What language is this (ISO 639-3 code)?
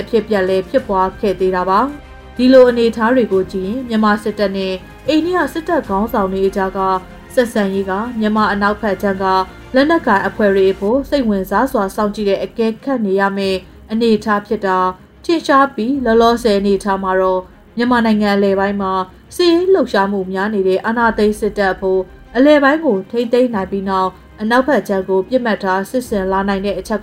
mya